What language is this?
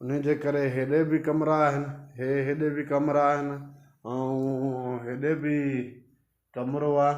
Sindhi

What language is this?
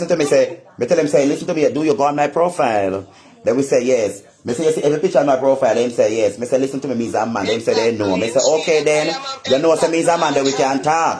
Jamaican Creole English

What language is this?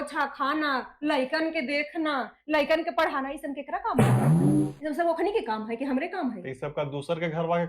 Magahi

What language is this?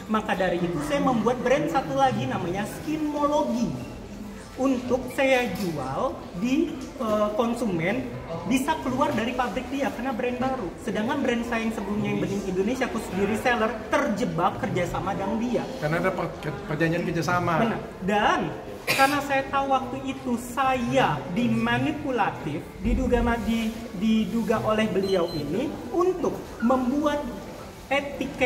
Indonesian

